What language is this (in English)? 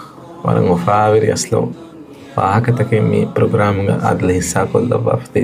Divehi